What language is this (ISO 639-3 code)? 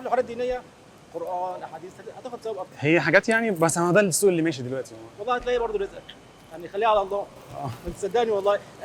arz